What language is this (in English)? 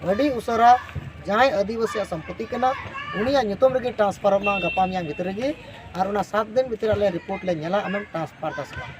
Santali